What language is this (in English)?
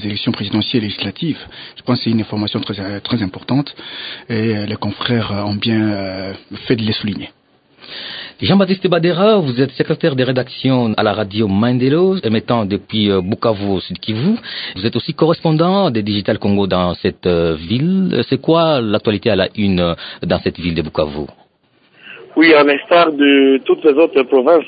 French